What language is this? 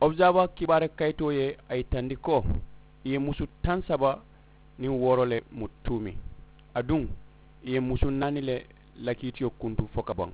Mandingo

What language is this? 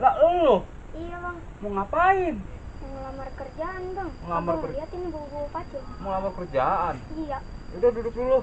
Betawi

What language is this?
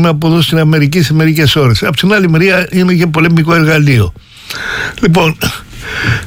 Greek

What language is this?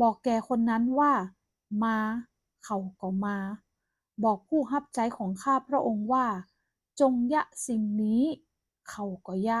Northern Thai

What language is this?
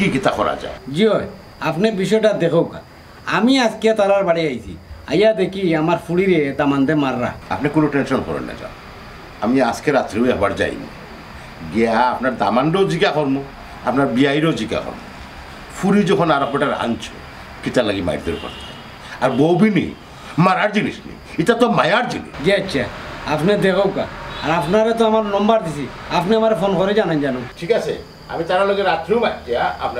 Sylheti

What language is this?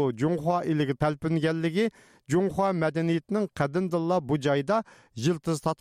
Uyghur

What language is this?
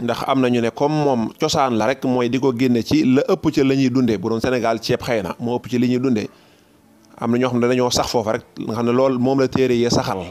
Wolof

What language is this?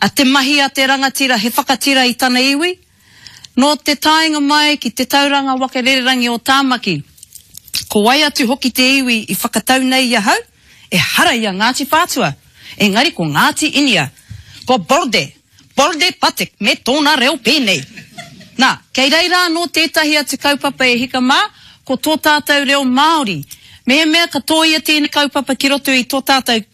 Māori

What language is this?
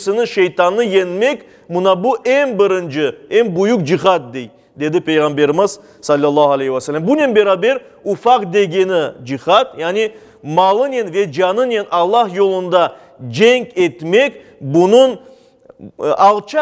Crimean Tatar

